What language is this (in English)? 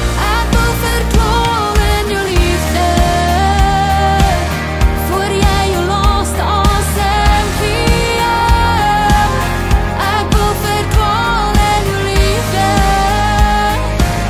Afrikaans